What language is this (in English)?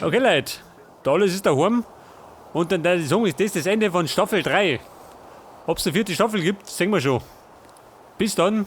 Bavarian